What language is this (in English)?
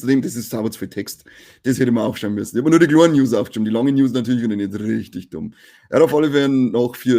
Bavarian